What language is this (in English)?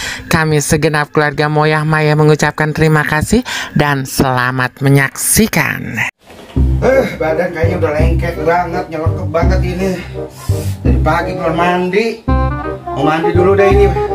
Betawi